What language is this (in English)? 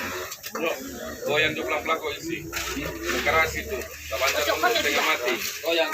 Manado Malay